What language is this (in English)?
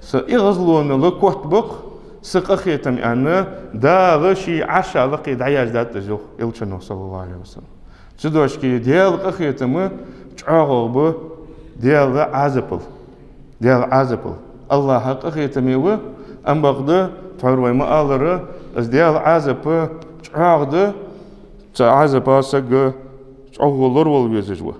Ingush